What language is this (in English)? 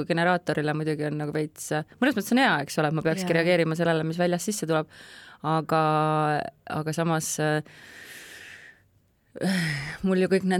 Estonian